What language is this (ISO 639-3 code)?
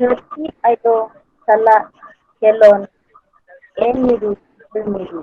sat